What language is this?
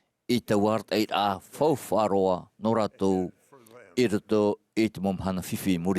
Tahitian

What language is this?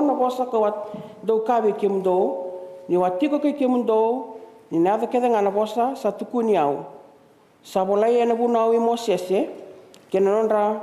Fijian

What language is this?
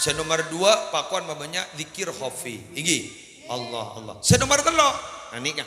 Madurese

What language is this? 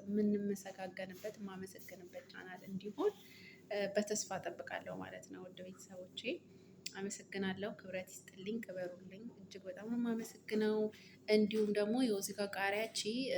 Amharic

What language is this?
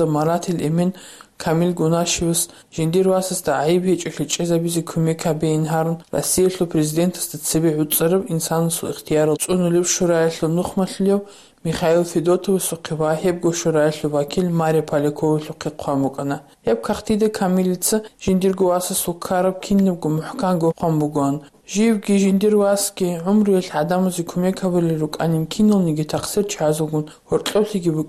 Avaric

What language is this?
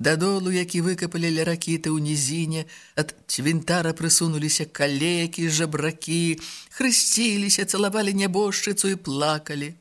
Belarusian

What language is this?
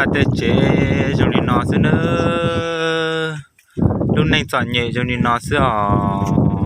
Hmong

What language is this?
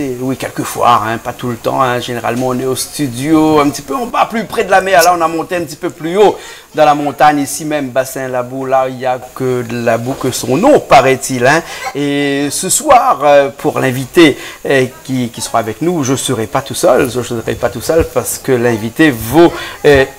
Réunion Creole French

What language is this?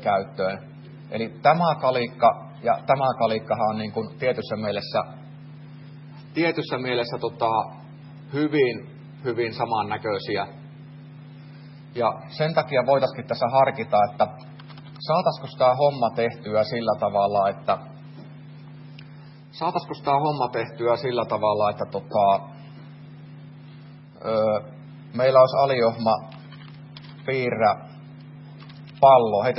Finnish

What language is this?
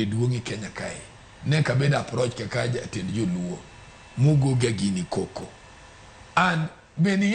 Luo (Kenya and Tanzania)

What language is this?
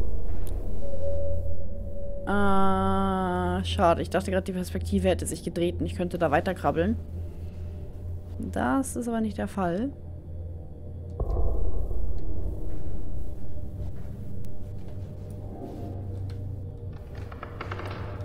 German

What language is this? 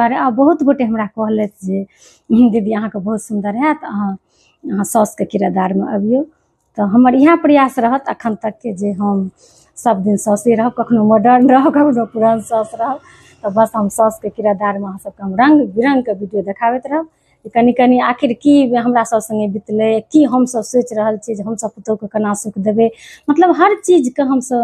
Maithili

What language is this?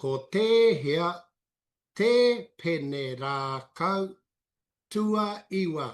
Māori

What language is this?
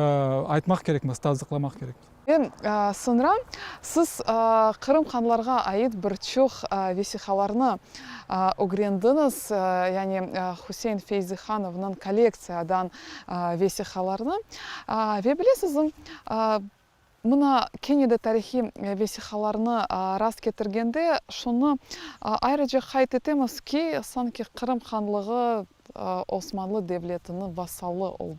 Crimean Tatar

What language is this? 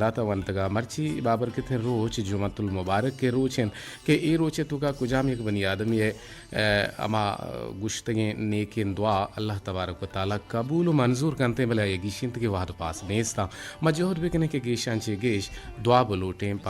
Eastern Balochi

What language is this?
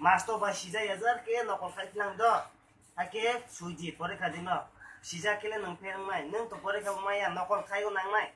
Kok Borok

